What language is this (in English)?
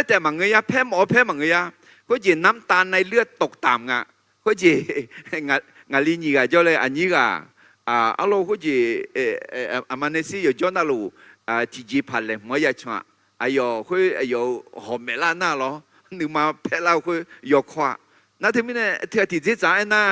Akha